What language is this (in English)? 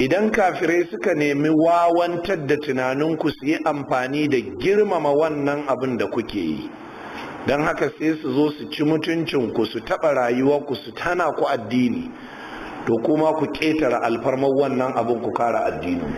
Hausa